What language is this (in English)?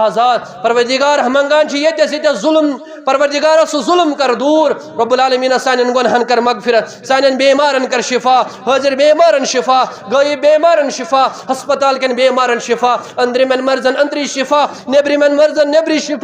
Kashmiri